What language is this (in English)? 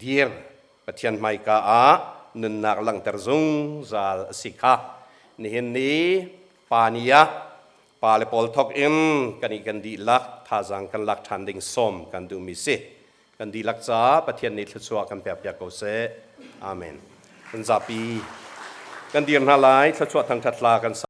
Hakha Chin